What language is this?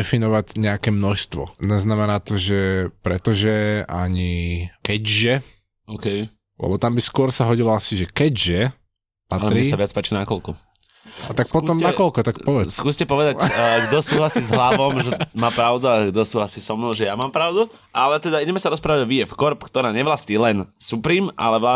Slovak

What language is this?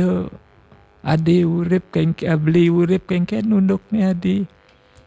Balinese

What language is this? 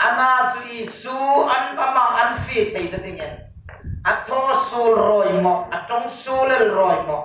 Hmar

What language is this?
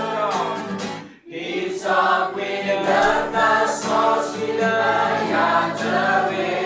S'gaw Karen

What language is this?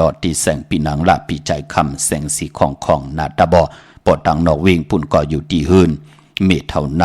Shan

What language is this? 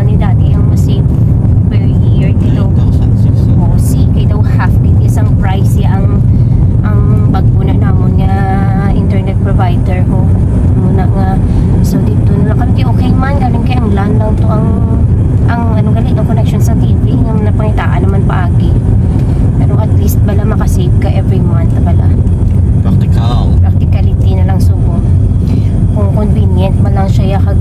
Hiligaynon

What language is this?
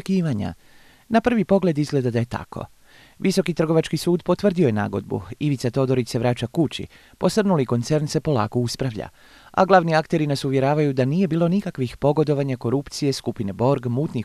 Croatian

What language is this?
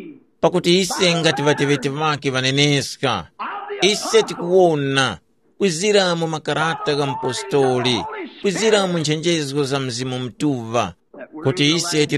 Tumbuka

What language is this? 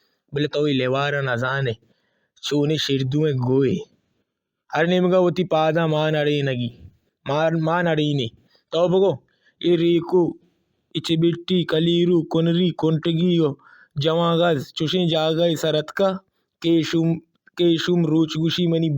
Baluchi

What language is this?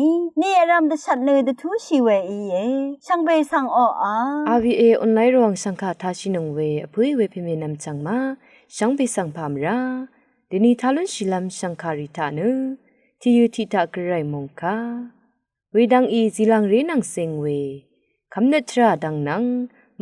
Rawang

